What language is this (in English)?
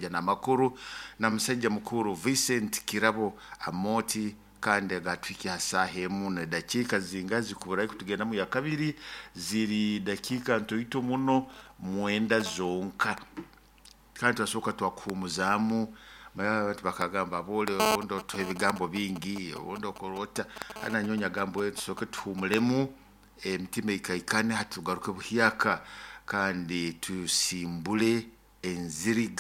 Nyoro